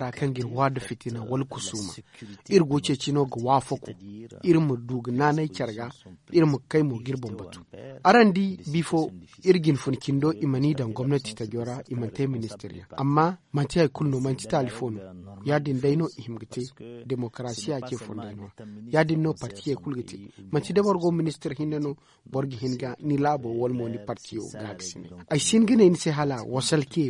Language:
Zarma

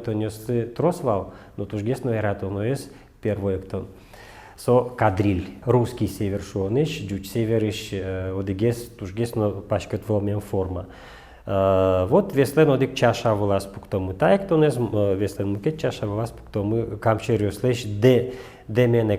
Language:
Udmurt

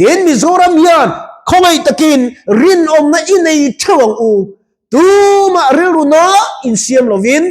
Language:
Mizo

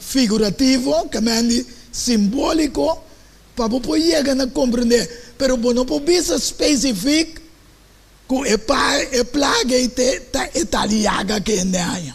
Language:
Papiamento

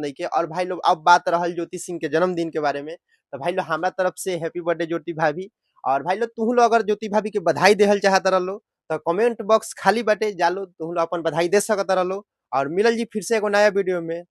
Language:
Bhojpuri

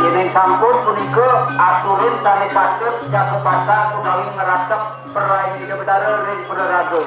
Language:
Balinese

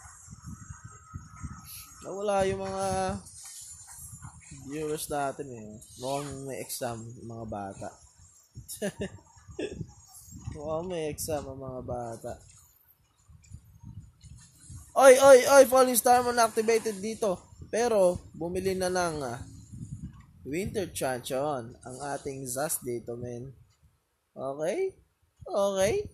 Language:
Filipino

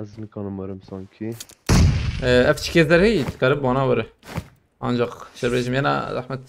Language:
Kurdish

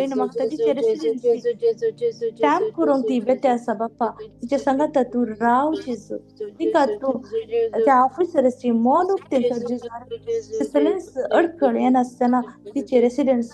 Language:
Konkani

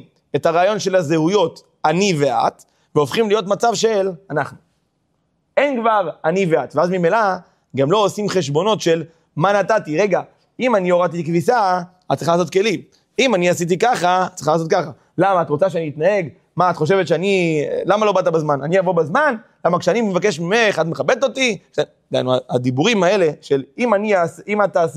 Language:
Hebrew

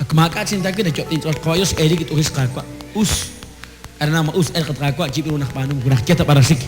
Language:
Kekchí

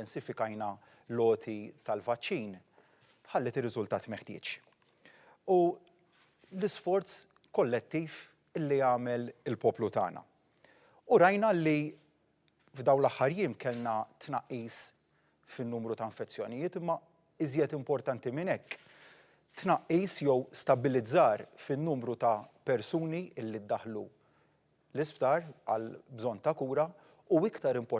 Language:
Maltese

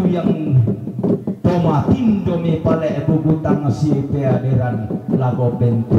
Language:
Toraja-Sa'dan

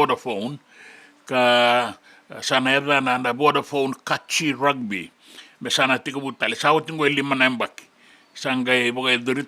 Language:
Fijian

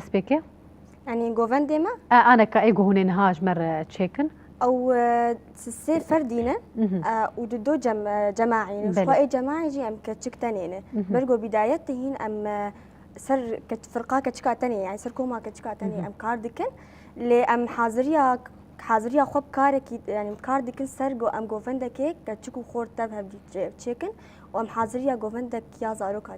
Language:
Kurdish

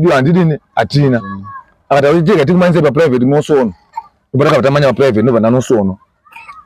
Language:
Shona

